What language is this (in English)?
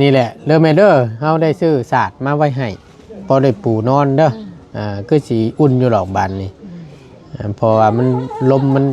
Northeastern Thai